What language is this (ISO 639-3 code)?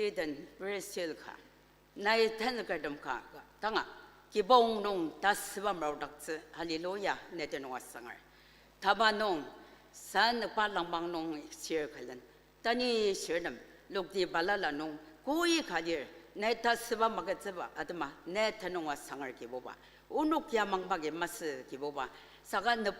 njo